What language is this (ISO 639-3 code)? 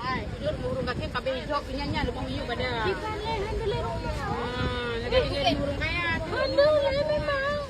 ace